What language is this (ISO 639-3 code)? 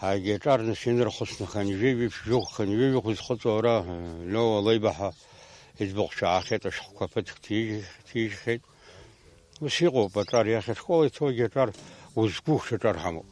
abk